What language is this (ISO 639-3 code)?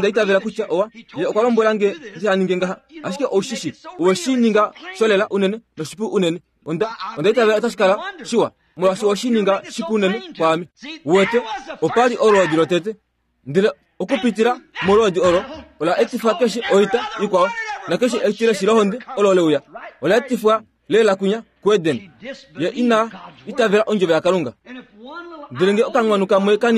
kua